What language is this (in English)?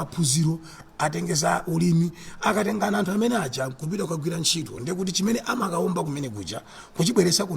Nyanja